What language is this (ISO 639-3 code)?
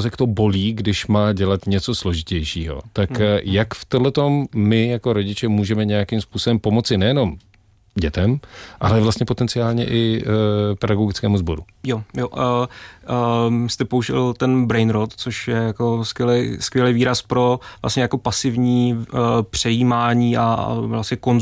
ces